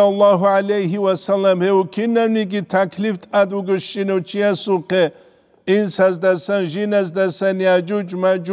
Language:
Avaric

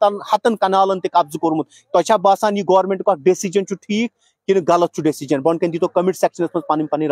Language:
Kashmiri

